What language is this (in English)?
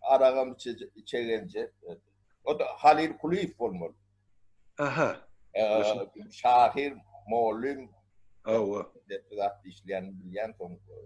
Turkmen